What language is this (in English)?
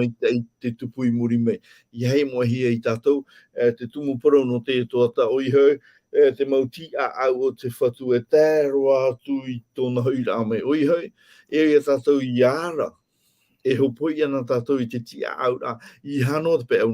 Tahitian